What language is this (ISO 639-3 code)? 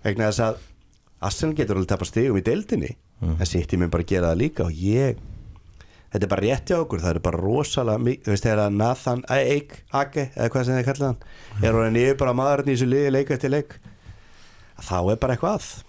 isl